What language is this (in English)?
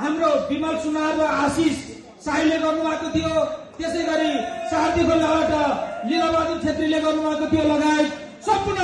Nepali